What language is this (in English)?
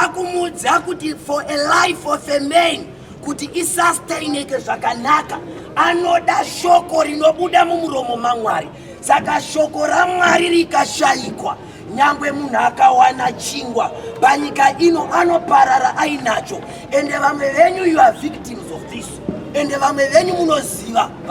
Shona